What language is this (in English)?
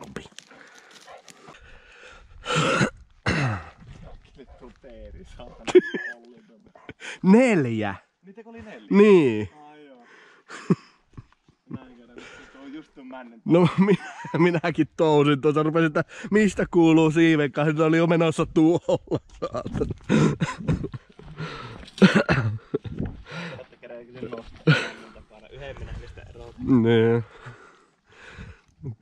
Finnish